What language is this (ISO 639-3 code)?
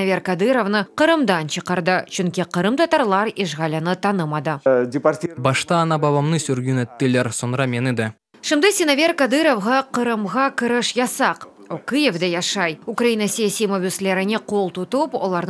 crh